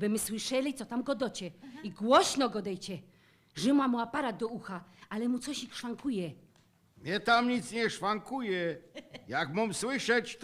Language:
Silesian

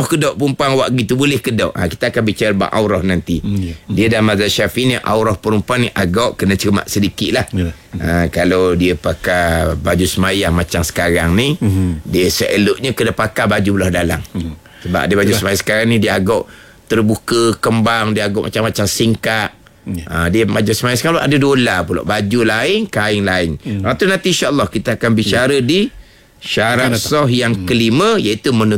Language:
Malay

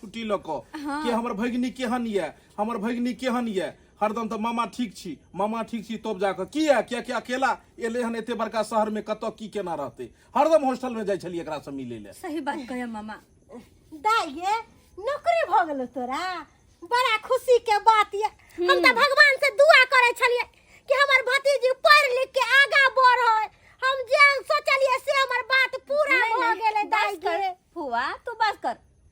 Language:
Maithili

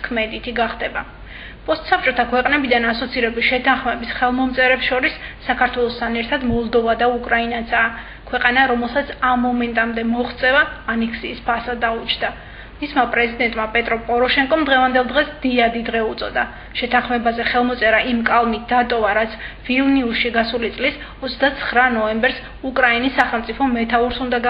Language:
Georgian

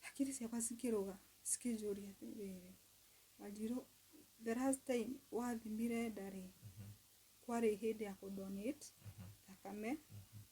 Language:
Kikuyu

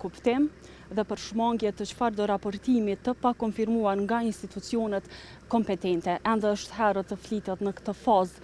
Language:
Albanian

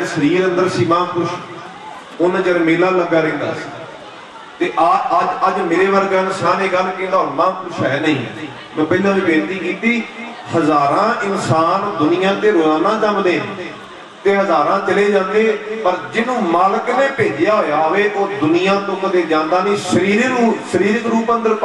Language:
Punjabi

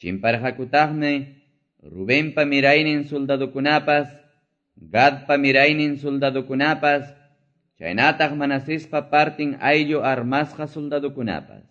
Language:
Quechua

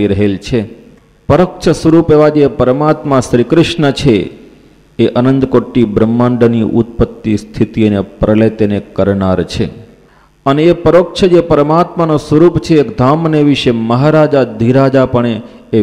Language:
Gujarati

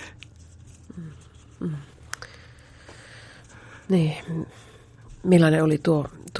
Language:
Finnish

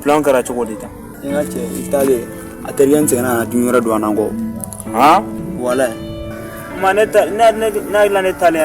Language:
Bambara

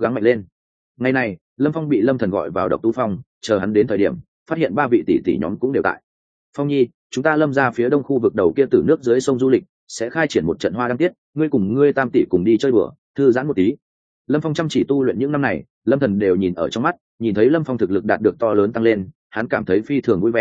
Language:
Vietnamese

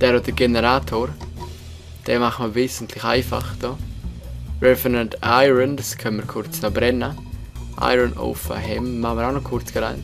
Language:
Swiss German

